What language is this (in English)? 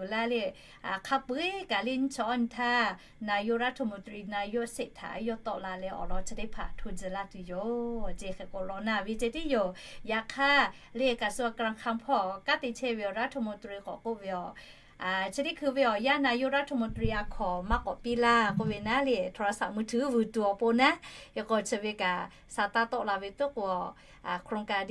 Lahu